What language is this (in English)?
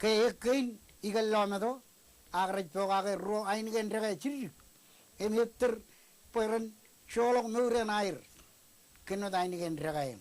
Marshallese